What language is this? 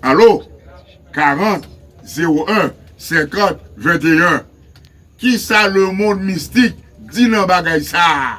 Haitian Creole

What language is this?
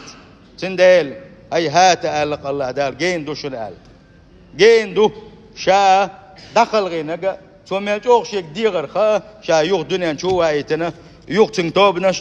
Chechen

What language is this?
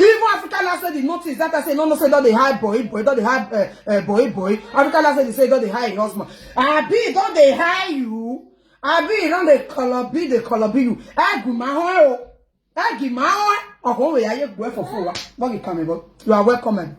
Nigerian Pidgin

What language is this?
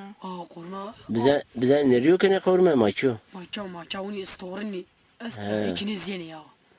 Zaza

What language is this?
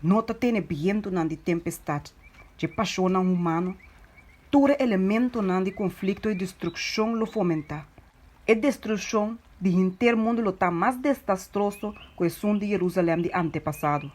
Papiamento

